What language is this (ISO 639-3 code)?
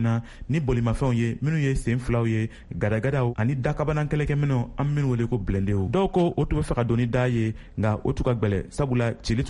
bam